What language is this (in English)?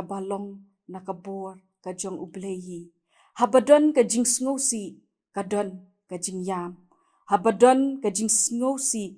Khasi